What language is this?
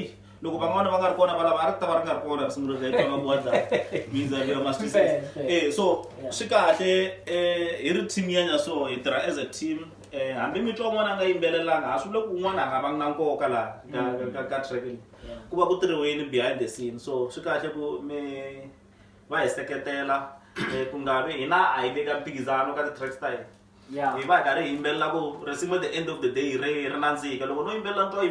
Tsonga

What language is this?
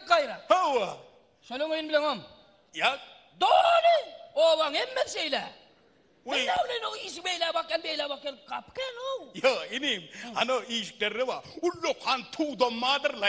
Turkmen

